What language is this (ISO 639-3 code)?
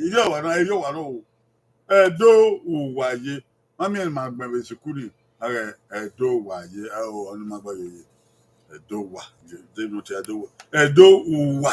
bin